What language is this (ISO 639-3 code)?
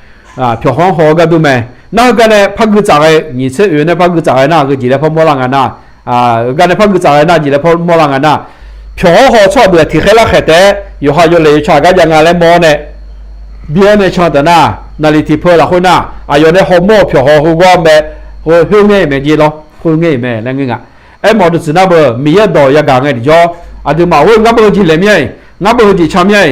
ahk